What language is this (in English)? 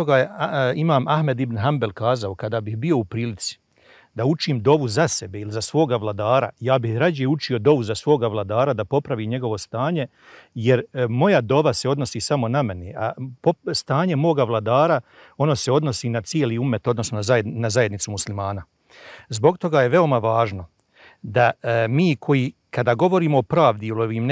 Bosnian